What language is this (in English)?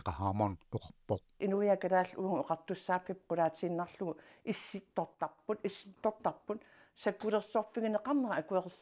Kalaallisut